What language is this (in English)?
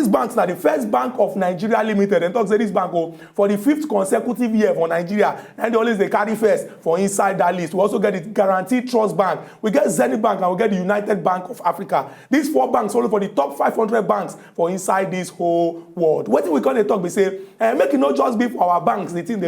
Nigerian Pidgin